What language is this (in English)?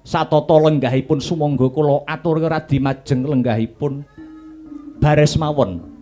Javanese